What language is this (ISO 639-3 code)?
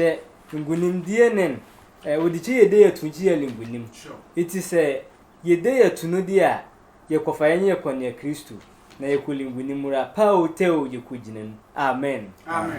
sfw